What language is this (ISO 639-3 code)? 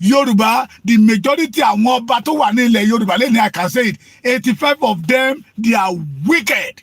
yor